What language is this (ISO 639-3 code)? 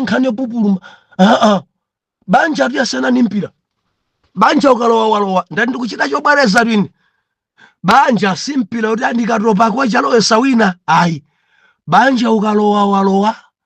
nya